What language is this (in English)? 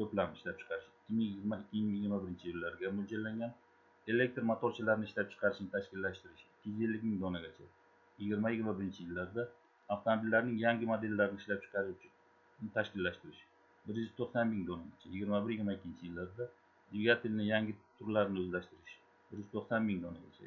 Uzbek